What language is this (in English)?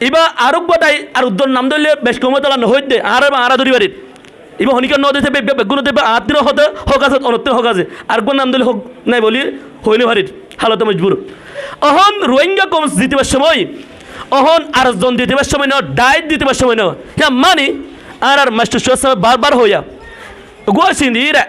Rohingya